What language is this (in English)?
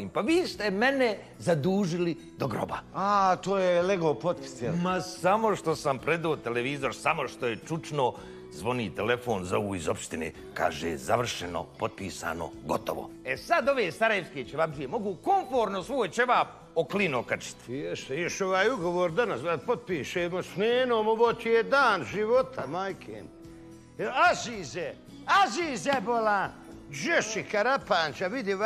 Bosnian